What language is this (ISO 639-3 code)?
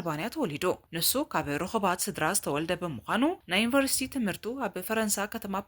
tir